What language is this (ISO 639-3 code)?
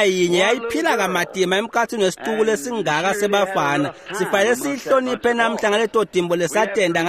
ssw